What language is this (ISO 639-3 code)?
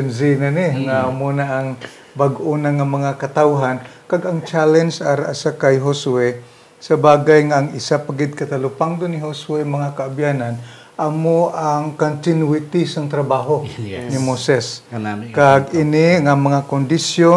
hil